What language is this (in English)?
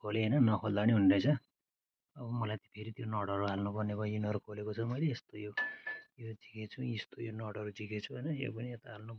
Nepali